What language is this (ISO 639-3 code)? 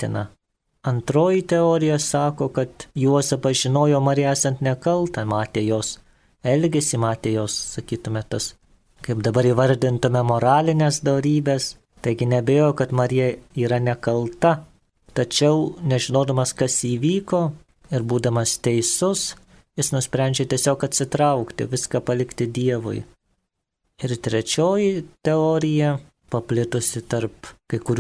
lit